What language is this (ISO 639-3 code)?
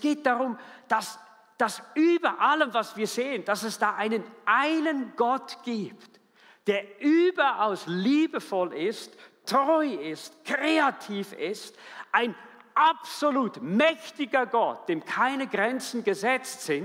gsw